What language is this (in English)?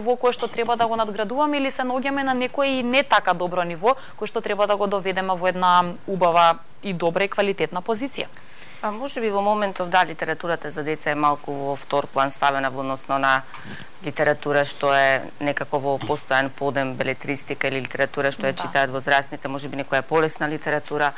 Macedonian